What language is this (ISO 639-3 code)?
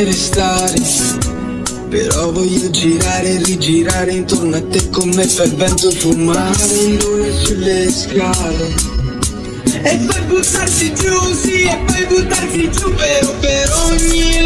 ita